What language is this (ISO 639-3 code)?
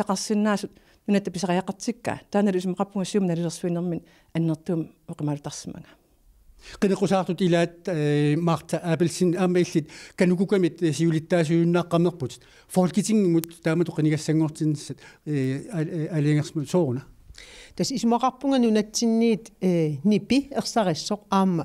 kal